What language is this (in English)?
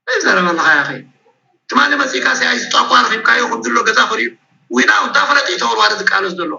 Tigrinya